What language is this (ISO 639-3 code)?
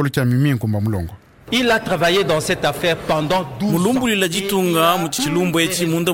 lua